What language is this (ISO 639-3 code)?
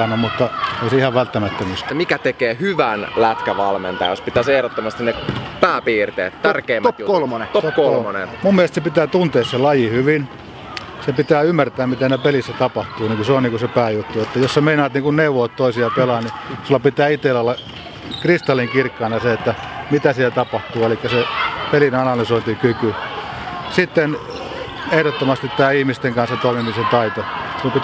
fin